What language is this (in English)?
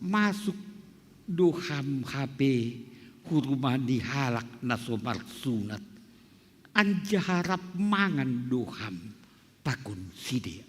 Batak Simalungun